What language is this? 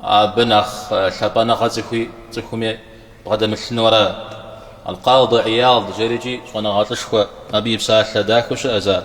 Kabardian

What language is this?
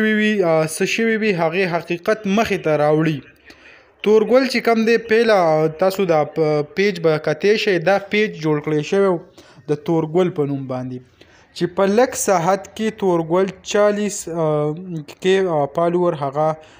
Pashto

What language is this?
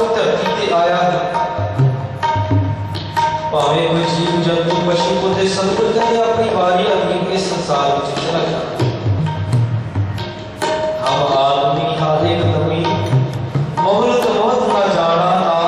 Punjabi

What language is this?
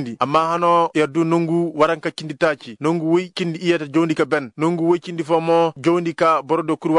Koyraboro Senni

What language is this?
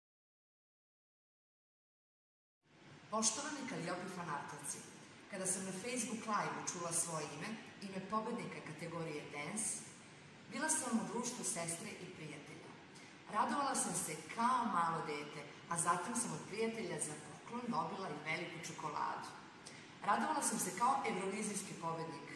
Serbian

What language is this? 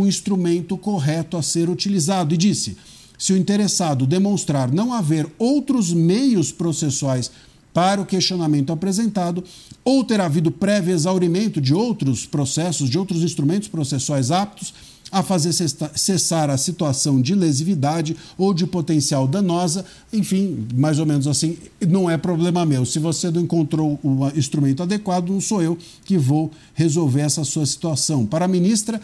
Portuguese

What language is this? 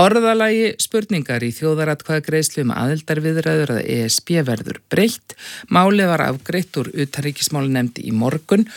Icelandic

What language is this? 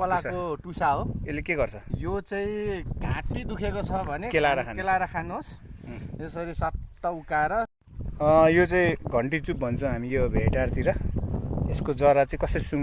Nepali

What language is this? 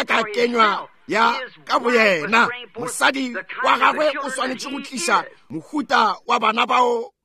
Northern Sotho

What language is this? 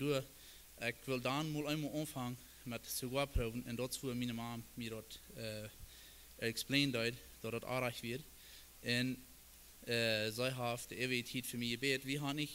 Plautdietsch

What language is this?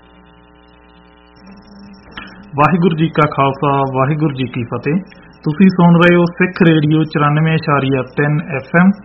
Punjabi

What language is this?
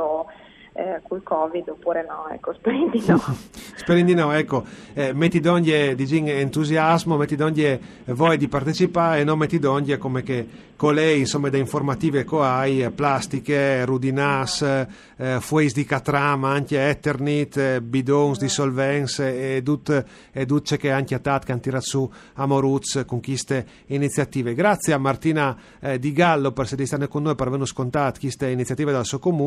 Friulian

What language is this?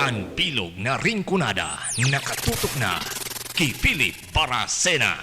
Bikol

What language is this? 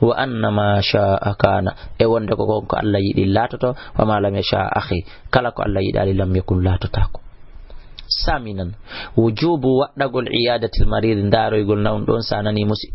Fula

